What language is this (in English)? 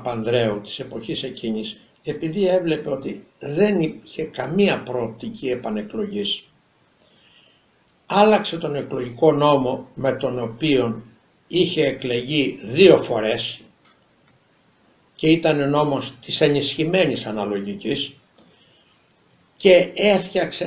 Greek